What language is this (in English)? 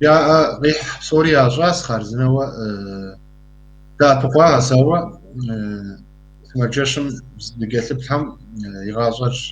Kabardian